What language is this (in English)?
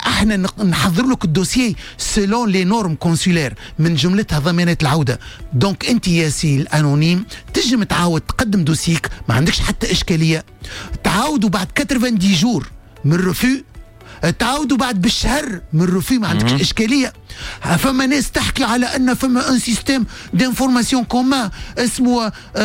Tunisian Arabic